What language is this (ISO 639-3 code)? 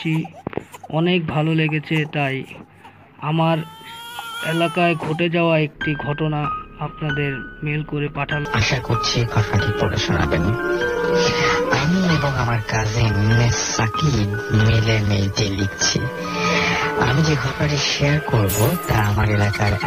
ben